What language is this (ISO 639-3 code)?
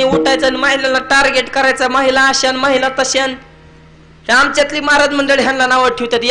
mar